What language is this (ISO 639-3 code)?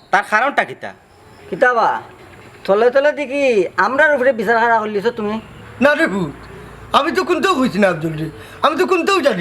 syl